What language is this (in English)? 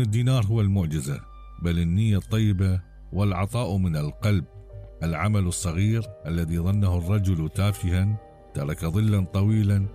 Mesopotamian Arabic